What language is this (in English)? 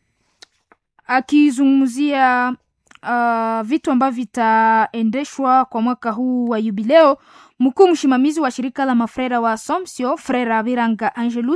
Swahili